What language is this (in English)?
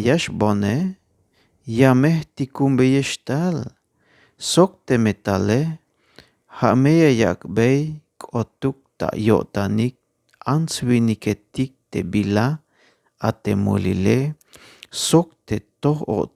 Tzeltal